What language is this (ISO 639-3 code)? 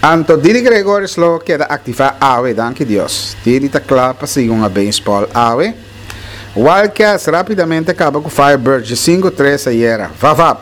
pap